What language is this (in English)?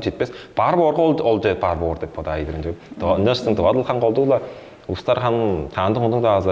Tuvinian